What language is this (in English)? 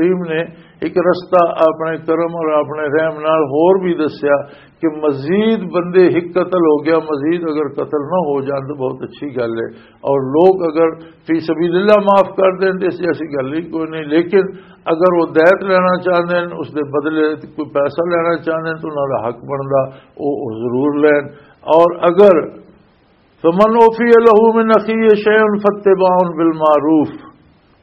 Western Panjabi